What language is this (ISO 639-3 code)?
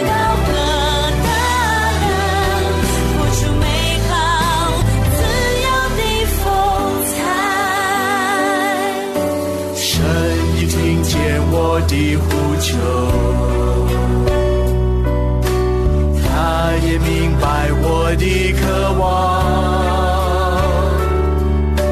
zho